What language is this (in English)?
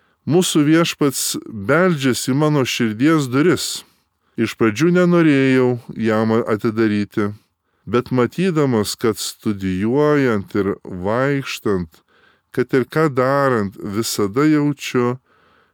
Lithuanian